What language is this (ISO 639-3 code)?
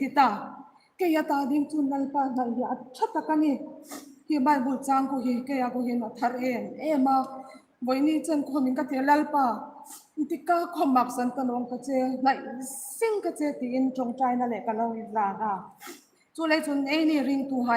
hmr